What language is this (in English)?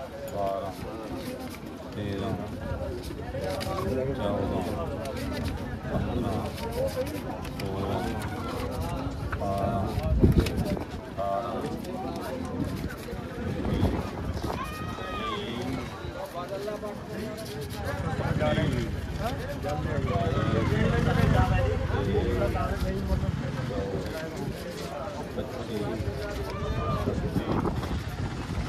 Punjabi